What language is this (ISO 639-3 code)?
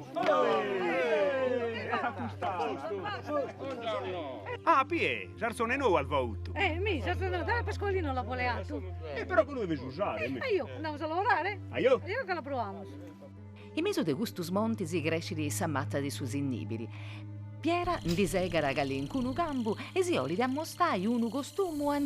srd